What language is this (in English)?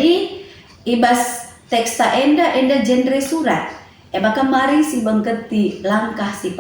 Batak Karo